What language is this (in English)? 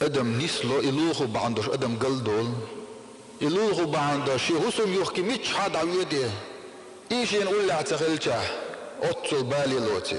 Chechen